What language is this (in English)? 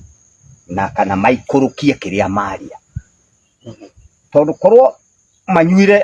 Kikuyu